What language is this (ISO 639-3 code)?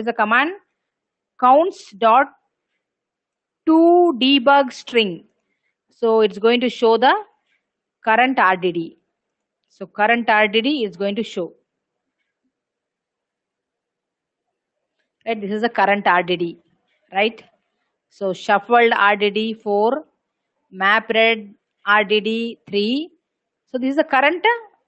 eng